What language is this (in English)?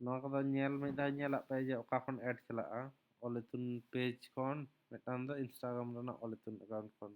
Santali